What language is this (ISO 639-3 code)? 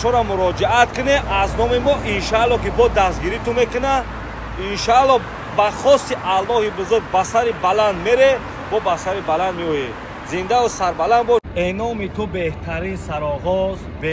tgk